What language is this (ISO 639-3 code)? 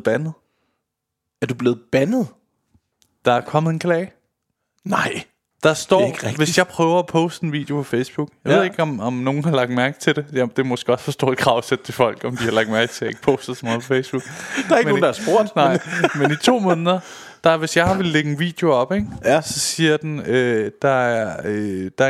dan